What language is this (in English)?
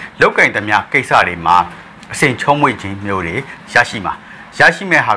Burmese